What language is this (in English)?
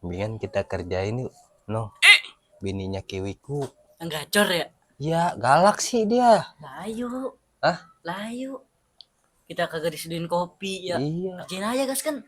Betawi